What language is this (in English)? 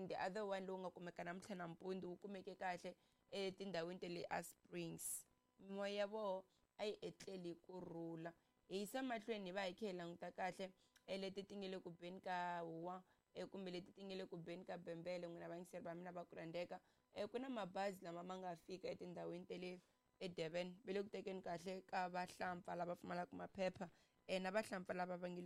Tsonga